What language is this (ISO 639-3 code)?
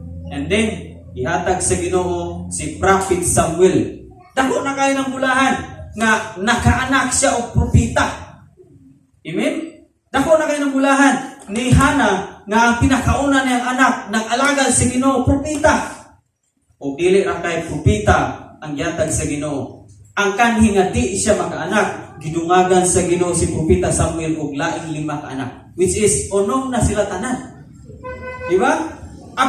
ceb